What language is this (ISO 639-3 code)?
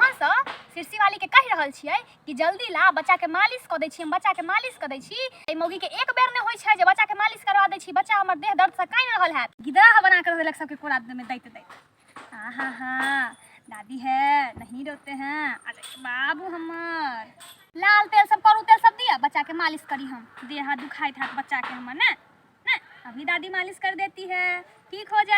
mai